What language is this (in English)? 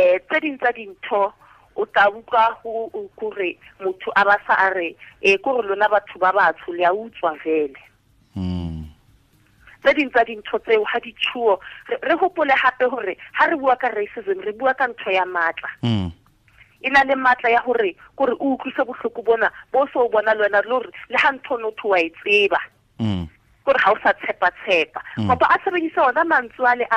Tswana